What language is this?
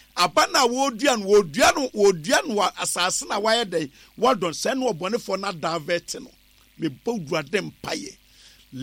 Akan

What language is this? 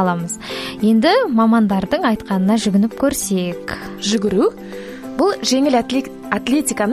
Kazakh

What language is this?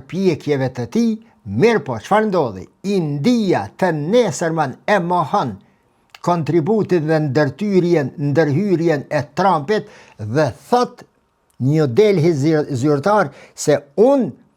Albanian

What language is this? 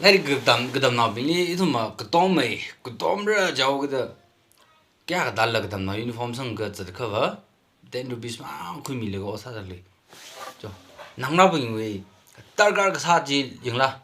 Tangkhul Naga (India)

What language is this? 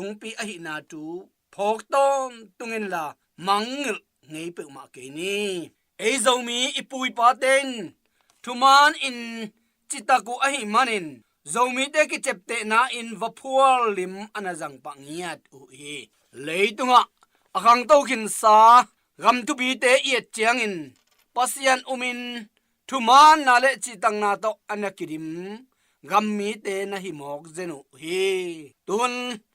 Tedim Chin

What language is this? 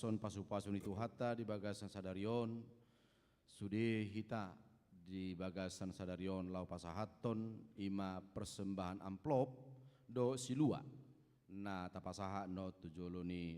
Batak Toba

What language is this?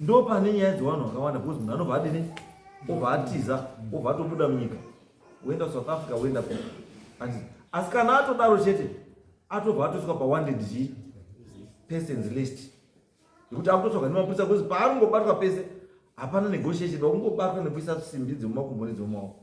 Shona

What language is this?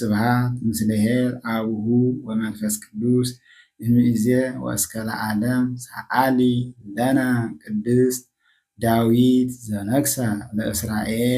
Geez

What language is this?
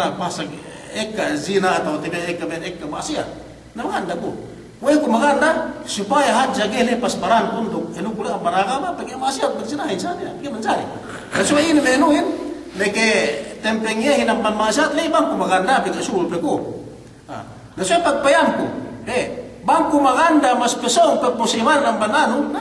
Yakan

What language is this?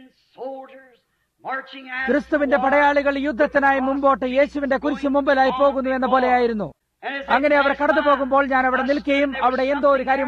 Malayalam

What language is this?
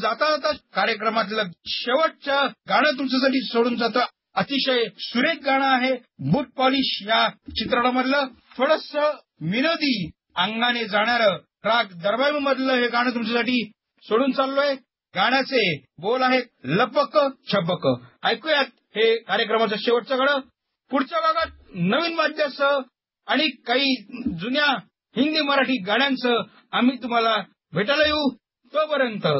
Marathi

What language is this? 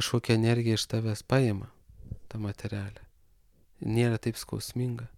Lithuanian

